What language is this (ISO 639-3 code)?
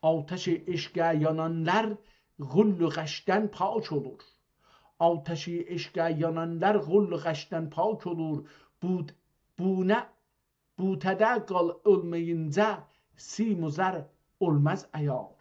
azb